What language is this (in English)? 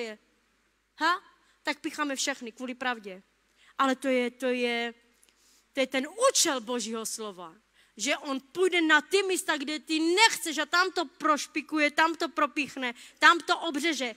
Czech